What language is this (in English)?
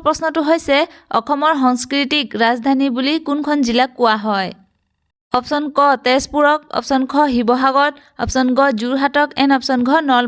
Assamese